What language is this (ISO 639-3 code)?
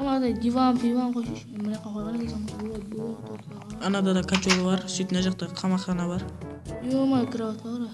kaa